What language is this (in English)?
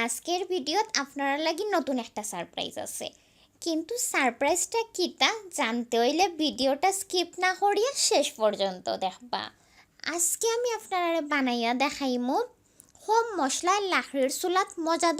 Sylheti